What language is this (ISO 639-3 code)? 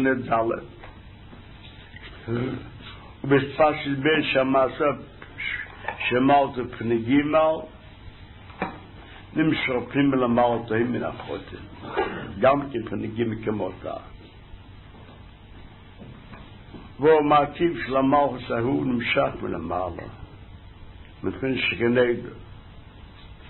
heb